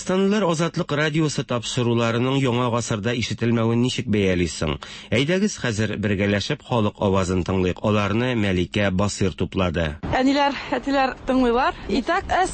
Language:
Tatar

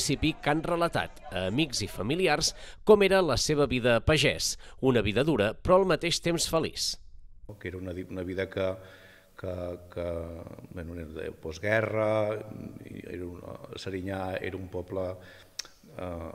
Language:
Catalan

